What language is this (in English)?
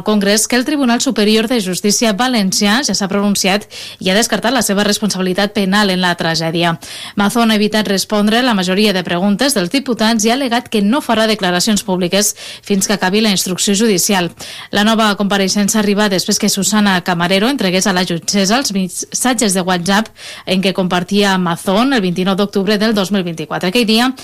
Catalan